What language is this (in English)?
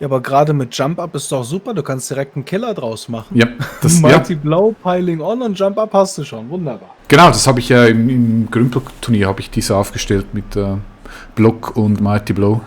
Swiss German